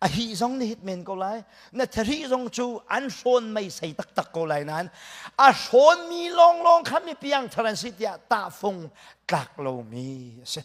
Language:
Hakha Chin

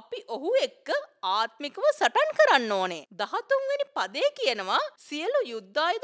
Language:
Sinhala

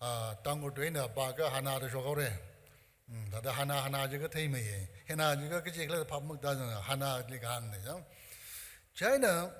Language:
Tangkhul Naga (India)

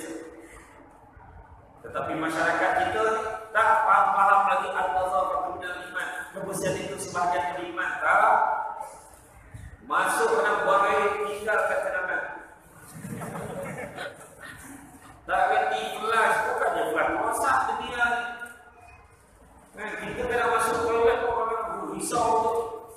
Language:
Malay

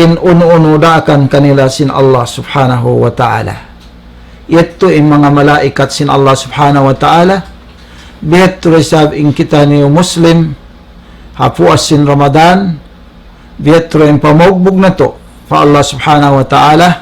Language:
Tausug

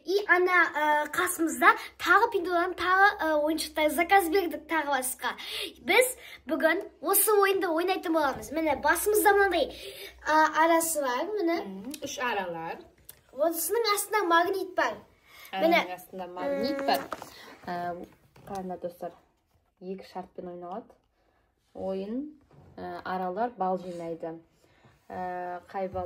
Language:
Kazakh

